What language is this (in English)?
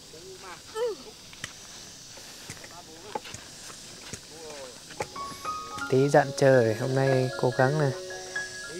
Vietnamese